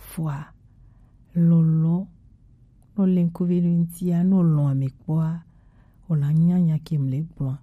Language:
Gen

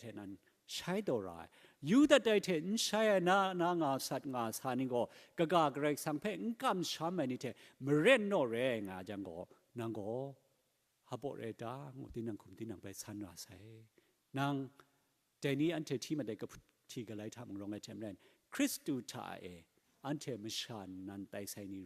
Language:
Kachin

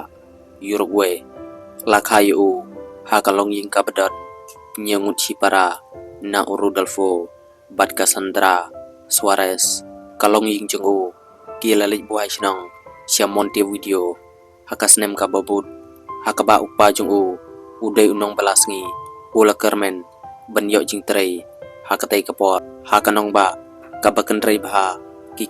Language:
Khasi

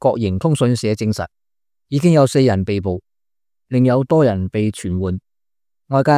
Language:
Cantonese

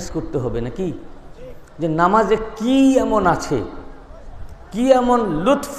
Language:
Bangla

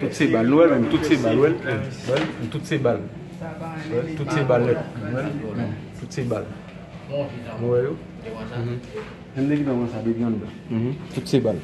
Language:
Haitian Creole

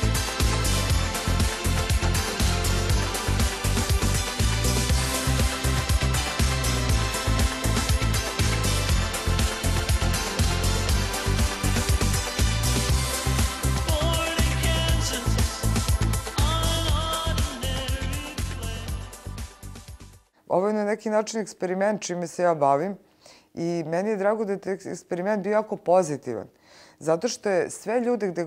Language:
Serbian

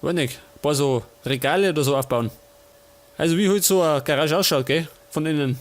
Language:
Bavarian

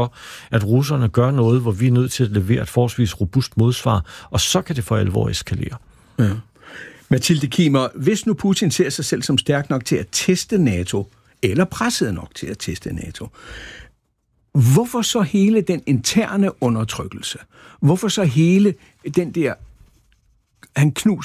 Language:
Danish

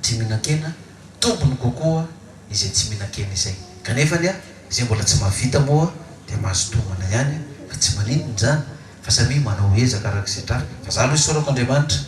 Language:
Malagasy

